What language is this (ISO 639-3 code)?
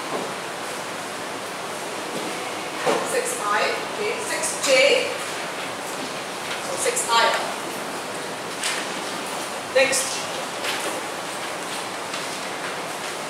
eng